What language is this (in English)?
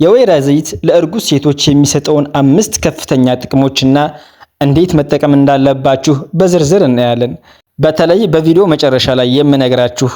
Amharic